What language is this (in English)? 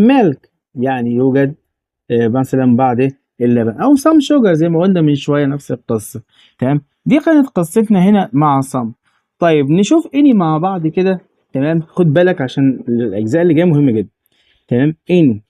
Egyptian Arabic